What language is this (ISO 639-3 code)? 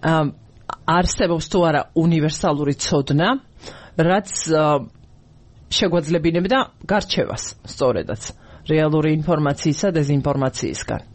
kat